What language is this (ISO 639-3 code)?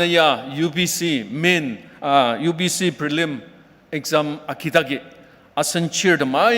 njo